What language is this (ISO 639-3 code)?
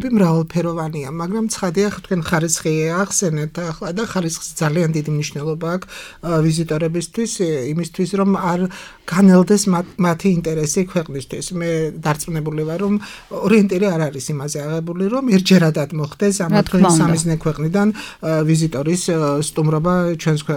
kat